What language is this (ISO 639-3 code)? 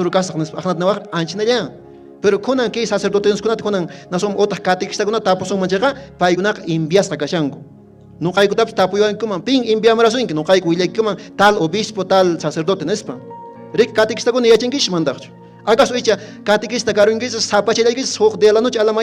que